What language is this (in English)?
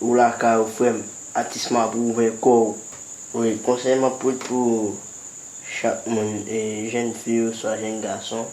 Haitian Creole